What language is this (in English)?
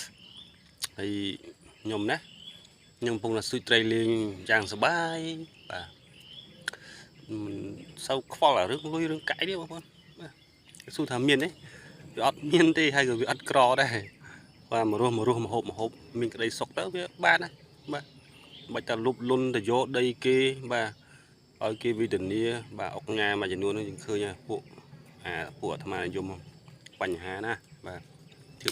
Khmer